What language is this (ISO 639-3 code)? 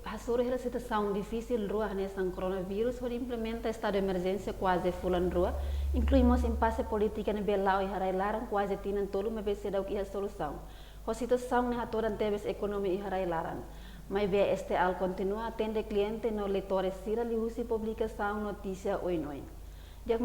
tet